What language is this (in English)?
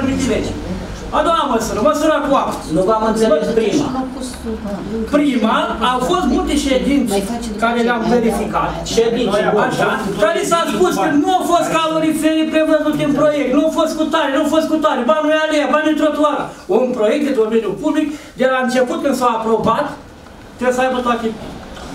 Romanian